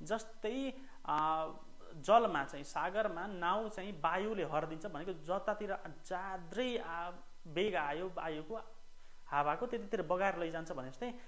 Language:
Nepali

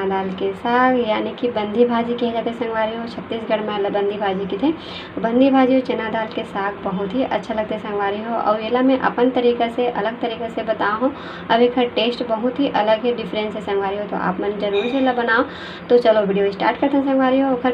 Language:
Chhattisgarhi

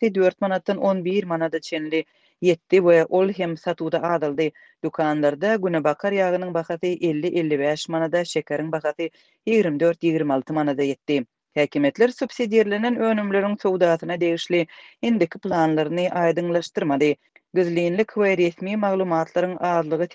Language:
Turkmen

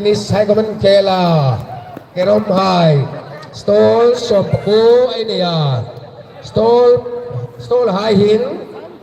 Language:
Hmar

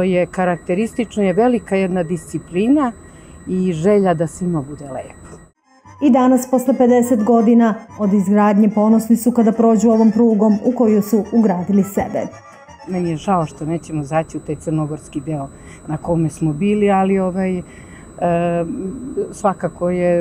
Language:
Serbian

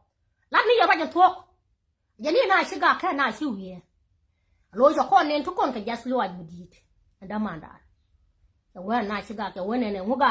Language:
Nuer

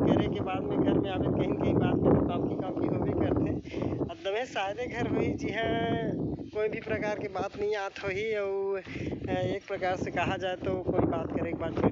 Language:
Chhattisgarhi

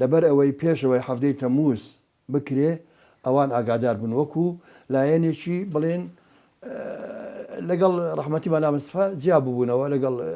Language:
Central Kurdish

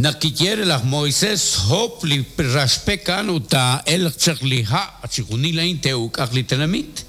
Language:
Kekchí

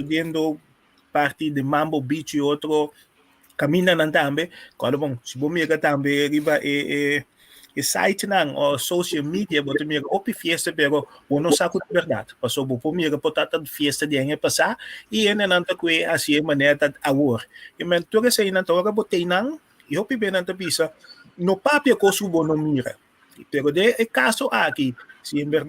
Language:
Papiamento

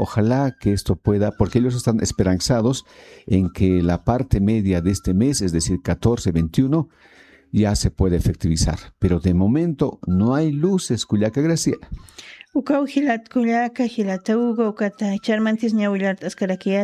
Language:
Aymara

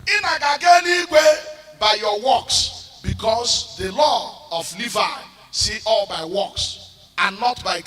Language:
Igbo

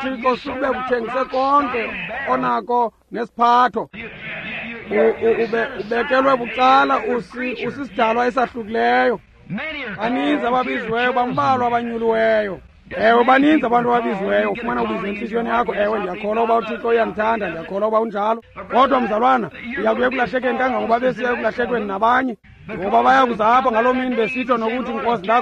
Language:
Xhosa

